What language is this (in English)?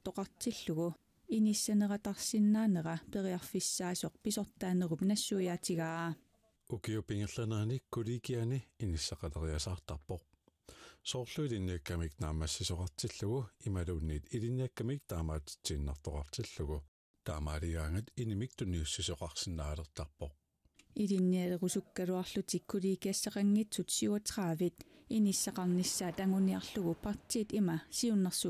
Kalaallisut